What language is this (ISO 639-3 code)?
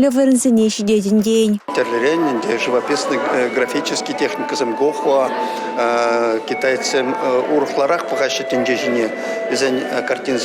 chv